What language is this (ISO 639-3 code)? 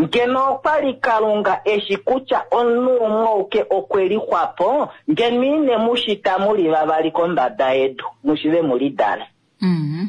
kua